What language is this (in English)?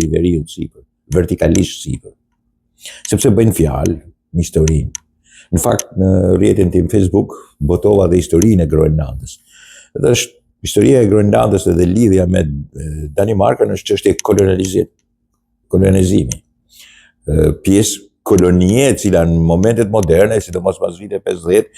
Albanian